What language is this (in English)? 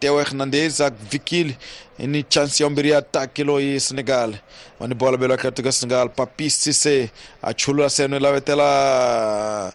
Tsonga